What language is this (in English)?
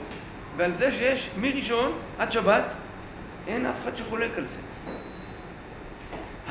Hebrew